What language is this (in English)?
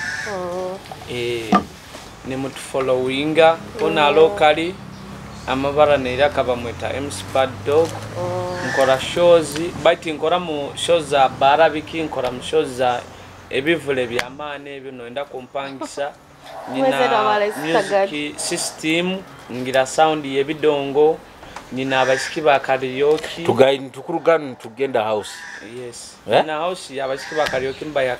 Nyoro